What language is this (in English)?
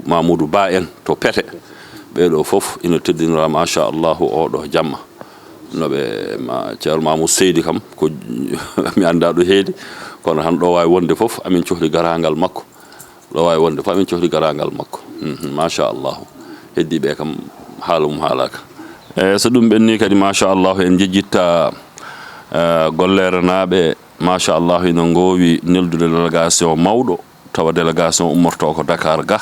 Fula